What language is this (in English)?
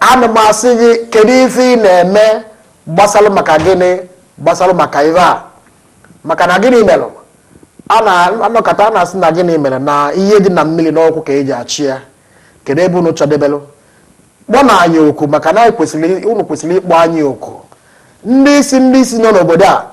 Igbo